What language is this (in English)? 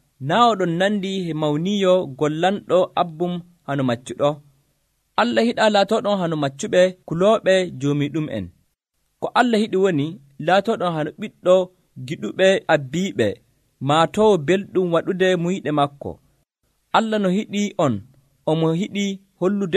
Nigerian Fulfulde